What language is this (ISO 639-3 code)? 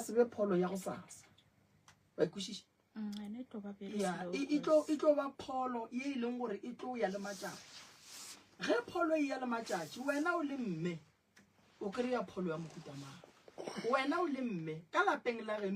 nso